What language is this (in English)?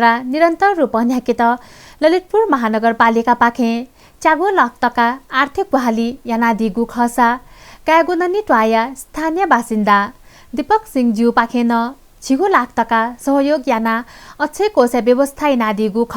Newari